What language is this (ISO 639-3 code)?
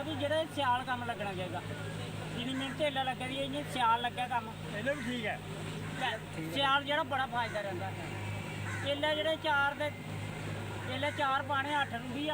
doi